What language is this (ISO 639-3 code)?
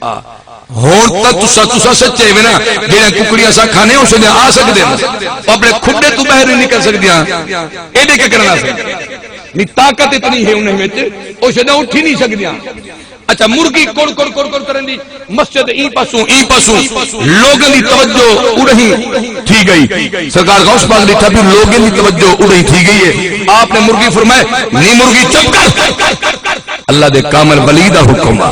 skr